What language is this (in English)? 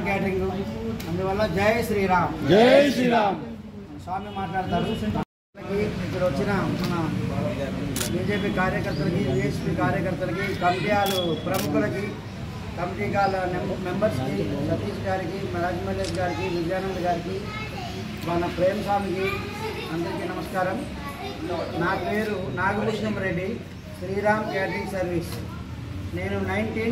Telugu